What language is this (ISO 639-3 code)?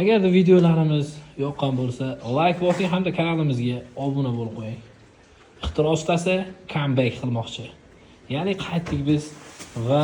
uzb